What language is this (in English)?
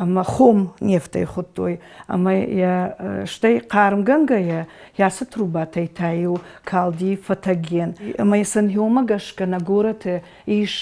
Ossetic